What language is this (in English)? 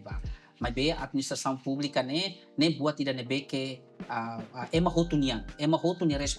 Tetum